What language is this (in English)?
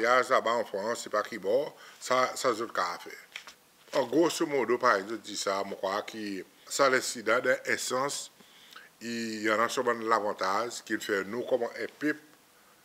Seselwa Creole French